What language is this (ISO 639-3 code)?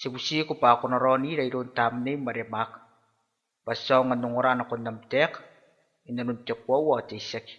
gil